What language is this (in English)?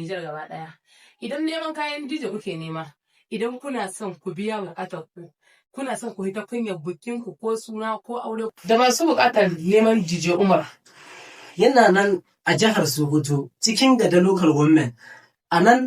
Hausa